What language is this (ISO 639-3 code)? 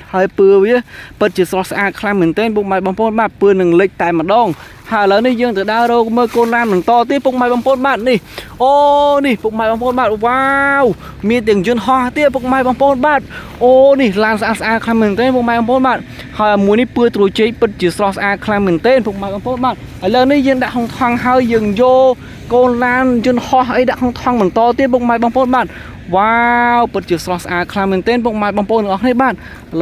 khm